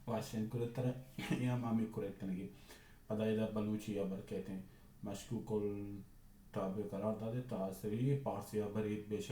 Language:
Baluchi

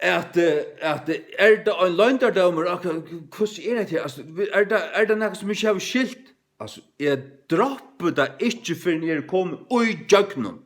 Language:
Faroese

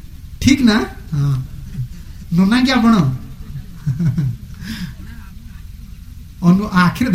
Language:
Odia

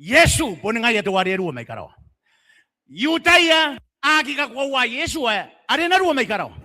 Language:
Gilbertese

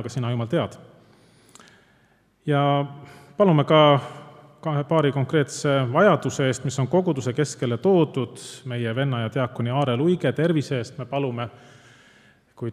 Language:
Estonian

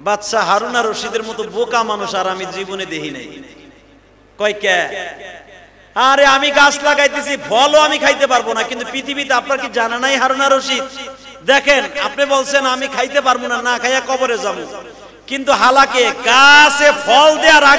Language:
Bangla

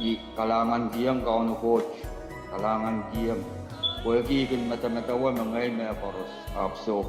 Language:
Pohnpeian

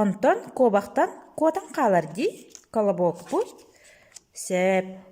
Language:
Yakut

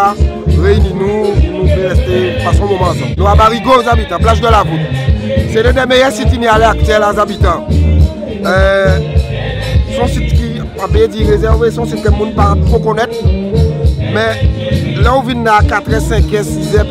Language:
Guadeloupean Creole French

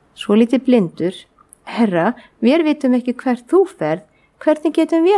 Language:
Icelandic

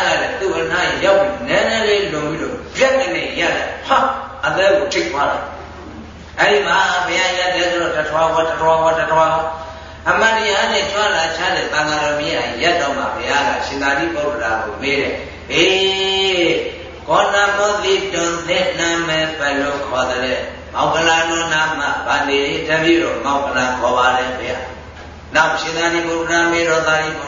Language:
Burmese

